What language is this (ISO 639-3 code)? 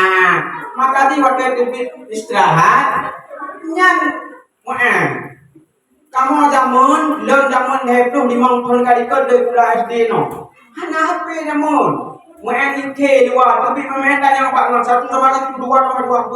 ace